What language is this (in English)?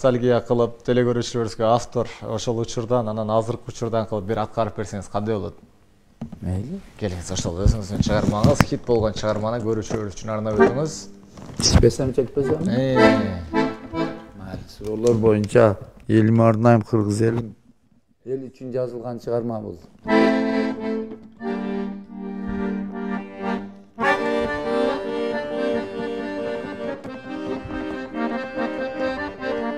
Kyrgyz